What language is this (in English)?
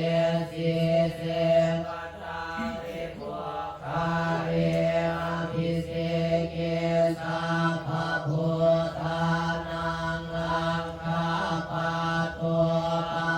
Pali